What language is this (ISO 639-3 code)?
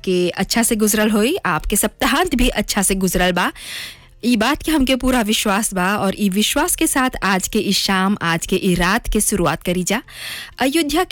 bho